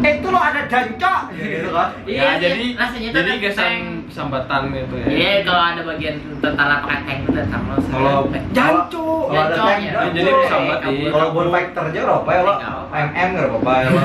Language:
Banjar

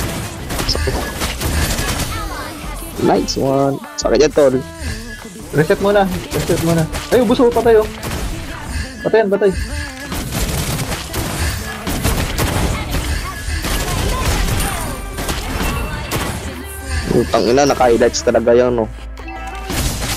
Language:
Filipino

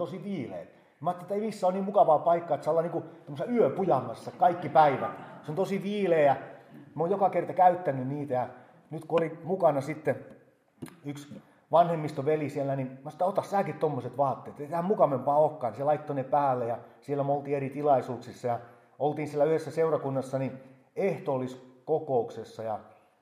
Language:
Finnish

